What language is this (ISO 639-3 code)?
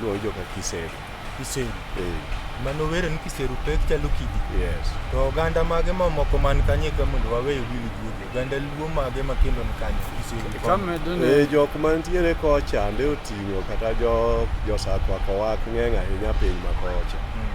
luo